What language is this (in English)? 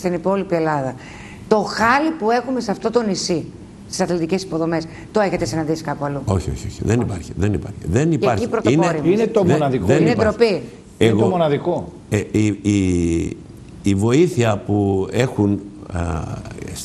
Greek